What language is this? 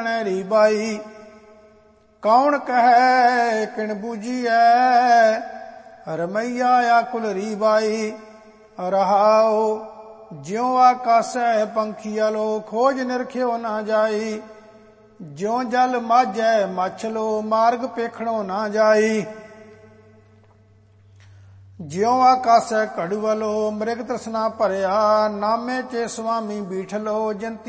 Punjabi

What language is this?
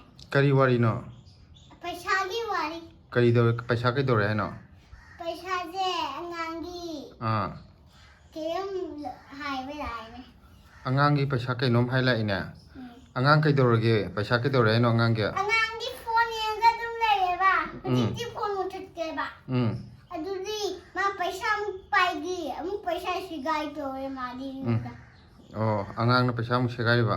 Manipuri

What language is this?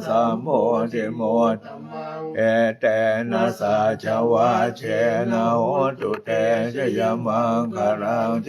Pali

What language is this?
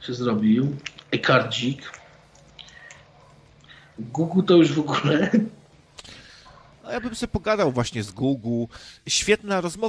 Polish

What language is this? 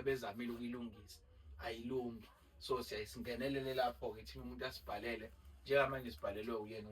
Zulu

